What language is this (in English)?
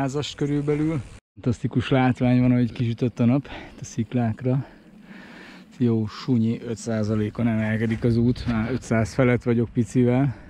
Hungarian